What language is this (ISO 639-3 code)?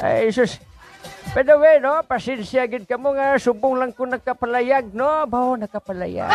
hil